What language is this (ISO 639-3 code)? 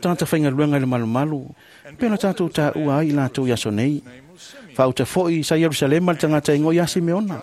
smo